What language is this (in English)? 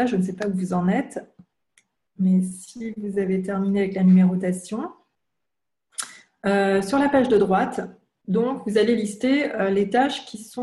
French